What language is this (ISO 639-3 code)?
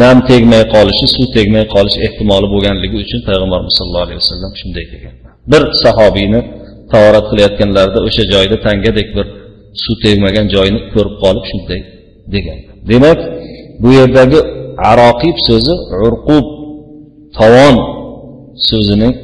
uzb